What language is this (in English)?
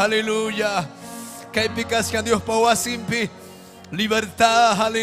Ayacucho Quechua